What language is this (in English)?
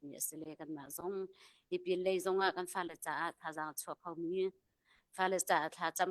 Hakha Chin